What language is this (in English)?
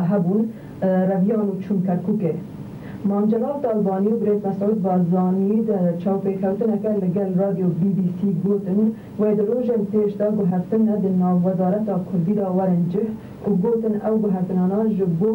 Kurdish